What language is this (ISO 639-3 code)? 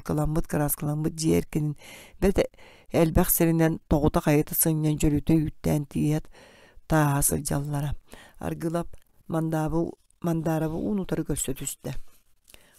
sah